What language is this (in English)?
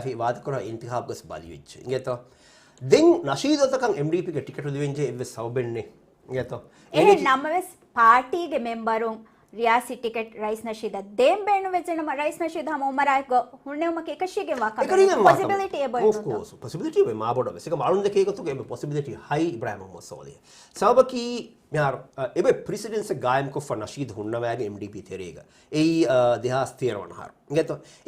Divehi